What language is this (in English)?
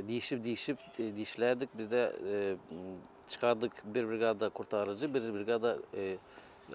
Gagauz